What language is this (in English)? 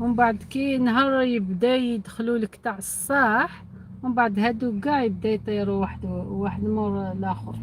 Algerian Arabic